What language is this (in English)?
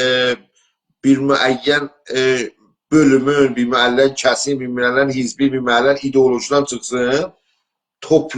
South Azerbaijani